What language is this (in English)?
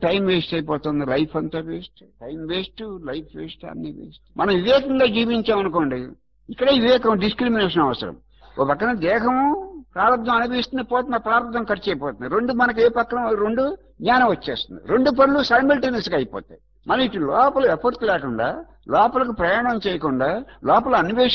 Telugu